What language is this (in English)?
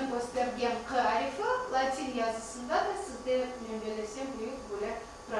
Crimean Tatar